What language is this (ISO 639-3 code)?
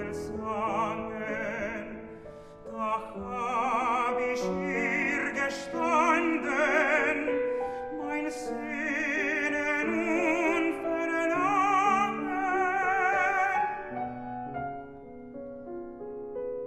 deu